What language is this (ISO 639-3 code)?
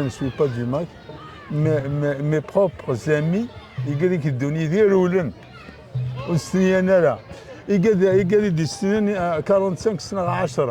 kab